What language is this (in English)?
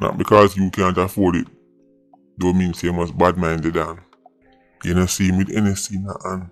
Jamaican Creole English